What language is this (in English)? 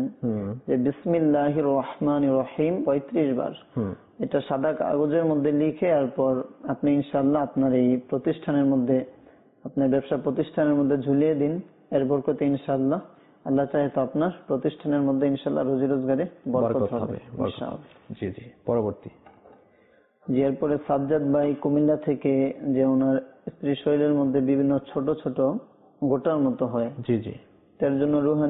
Bangla